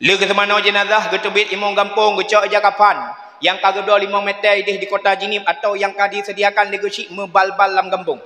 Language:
Achinese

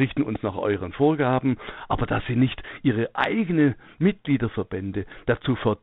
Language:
German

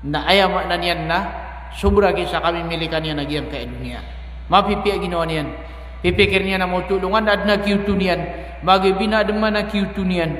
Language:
Maranao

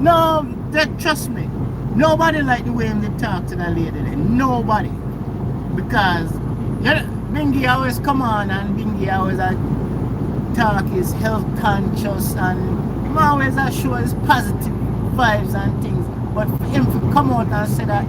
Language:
Jamaican Creole English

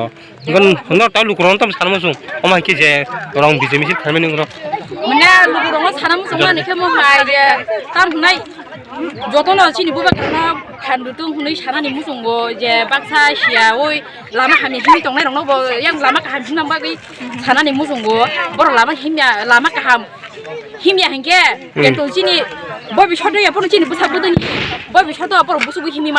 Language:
Kok Borok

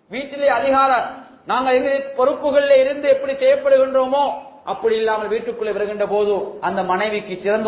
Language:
Tamil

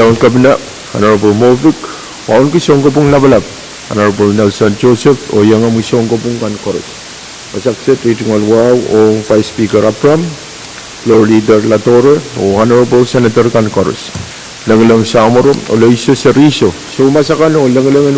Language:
Pohnpeian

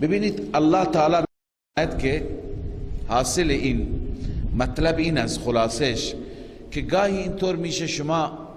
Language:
Persian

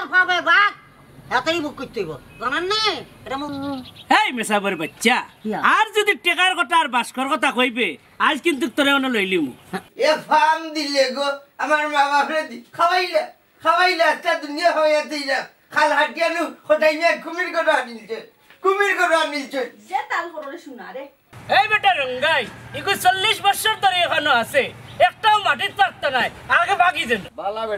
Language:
Sylheti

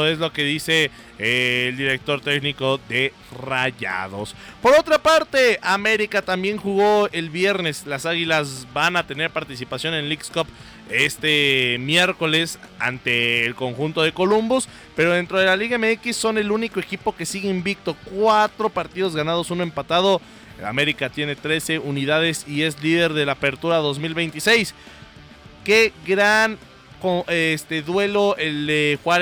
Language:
Spanish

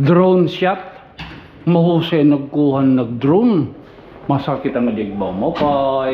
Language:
Waray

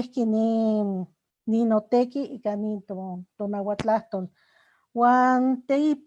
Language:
Eastern Huasteca Nahuatl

